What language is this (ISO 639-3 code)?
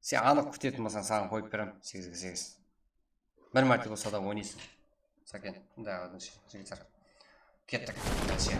kaa